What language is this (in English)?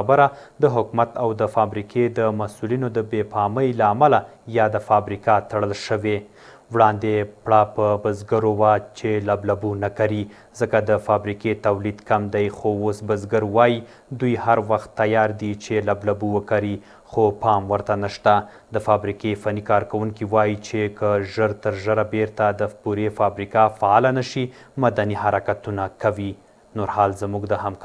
Pashto